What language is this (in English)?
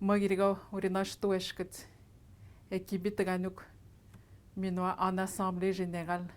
Atikamekw